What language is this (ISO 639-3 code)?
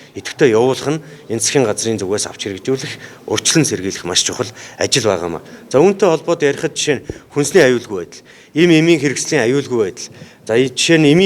mon